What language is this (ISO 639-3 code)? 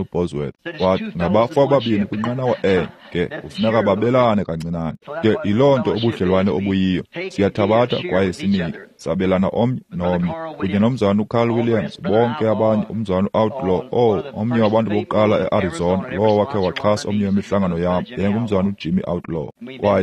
xho